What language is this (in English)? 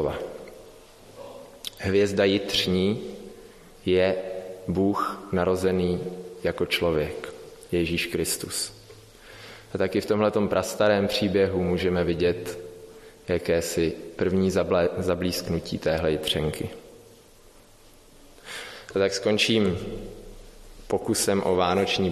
Czech